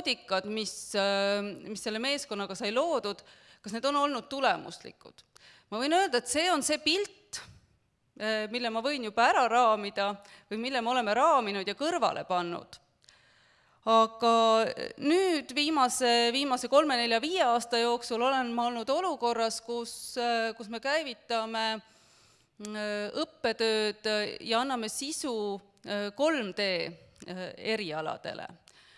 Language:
Estonian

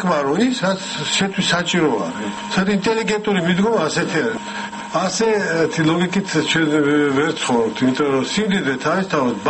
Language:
Georgian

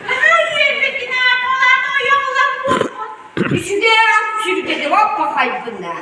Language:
Yakut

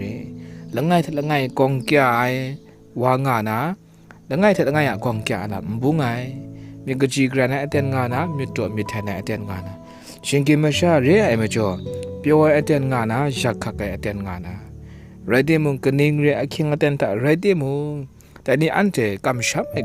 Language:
Kachin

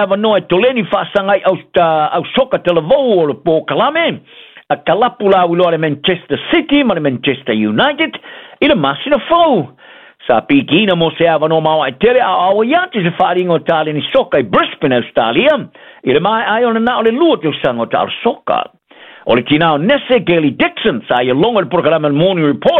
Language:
Samoan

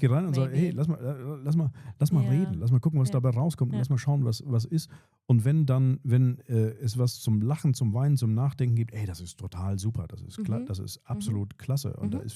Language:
Swiss German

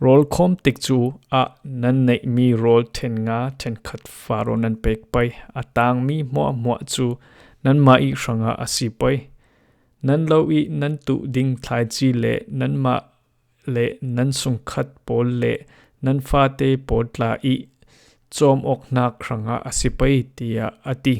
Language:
Falam Chin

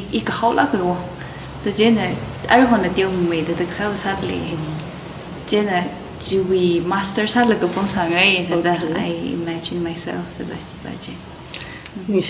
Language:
Tangkhul Naga (India)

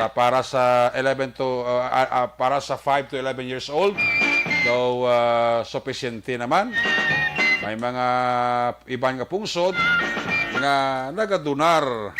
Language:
Hiligaynon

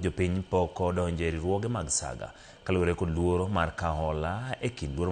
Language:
Luo (Kenya and Tanzania)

